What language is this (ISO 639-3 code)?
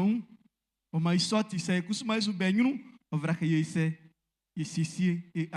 bci